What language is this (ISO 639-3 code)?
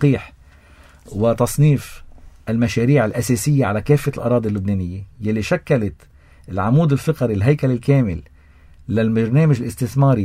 apc